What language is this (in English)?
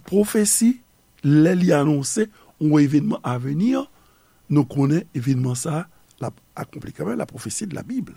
Haitian Creole